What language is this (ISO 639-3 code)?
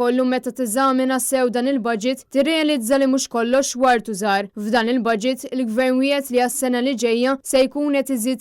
mlt